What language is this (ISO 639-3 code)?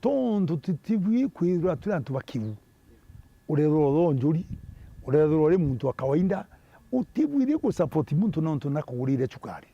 mer